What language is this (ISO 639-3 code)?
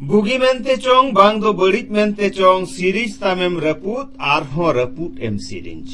sat